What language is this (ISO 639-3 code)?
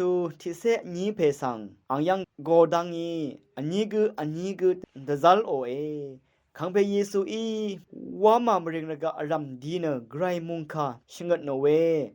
raw